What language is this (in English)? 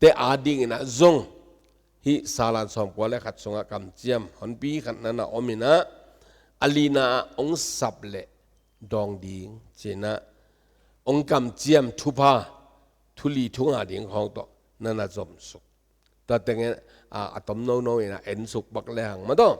Tedim Chin